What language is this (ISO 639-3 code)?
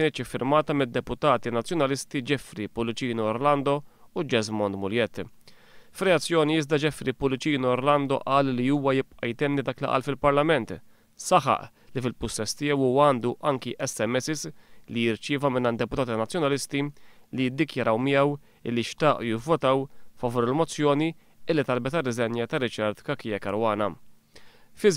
mlt